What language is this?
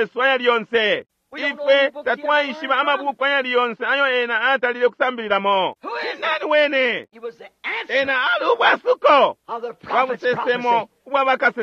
Bemba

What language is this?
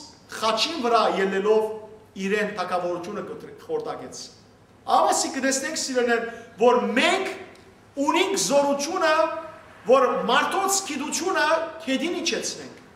Western Armenian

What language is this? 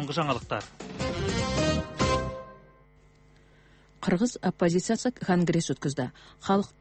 Kazakh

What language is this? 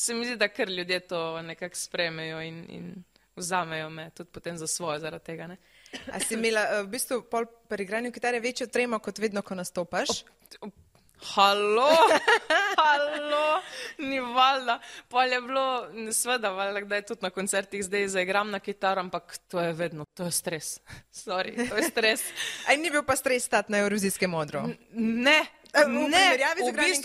Slovenian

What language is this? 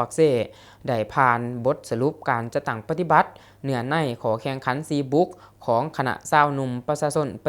Lao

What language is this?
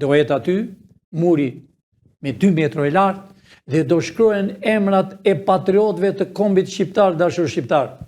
Albanian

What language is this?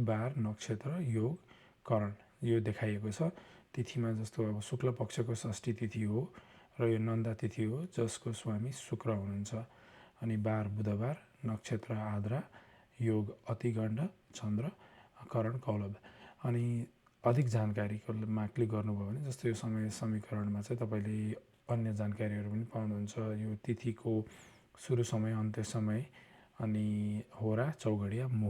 Nepali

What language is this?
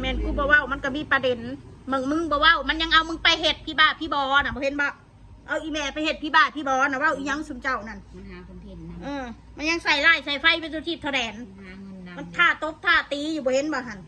Northeastern Thai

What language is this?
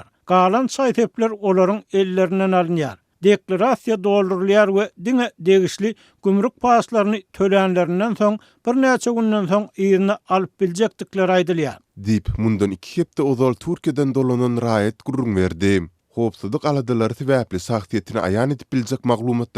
Turkmen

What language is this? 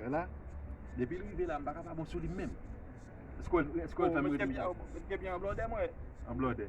Haitian Creole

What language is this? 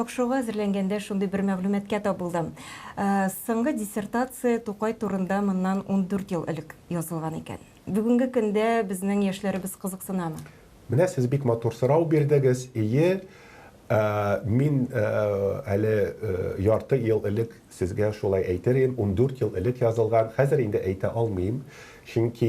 Tatar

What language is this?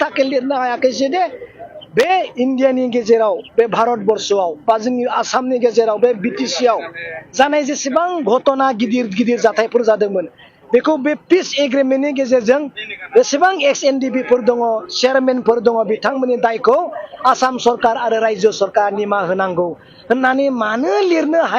Bodo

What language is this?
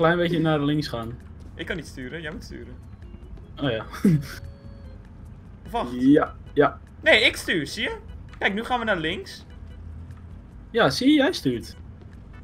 Dutch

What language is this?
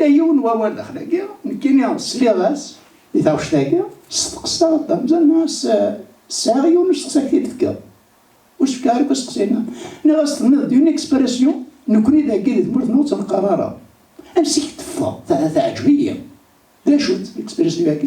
Kabyle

